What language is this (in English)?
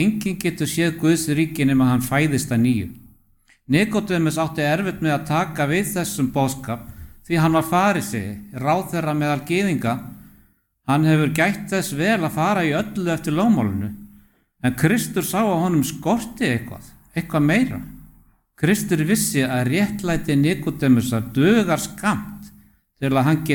Icelandic